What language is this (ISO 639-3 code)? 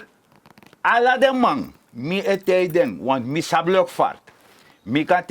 srn